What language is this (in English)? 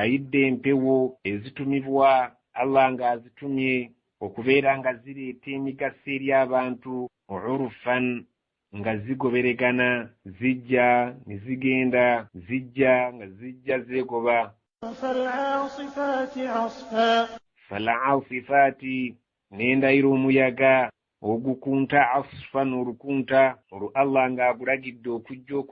Ganda